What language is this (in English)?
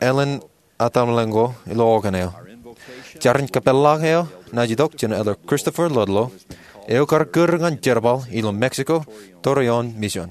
Marshallese